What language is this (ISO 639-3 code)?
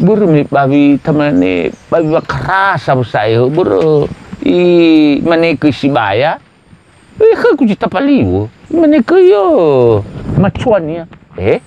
nia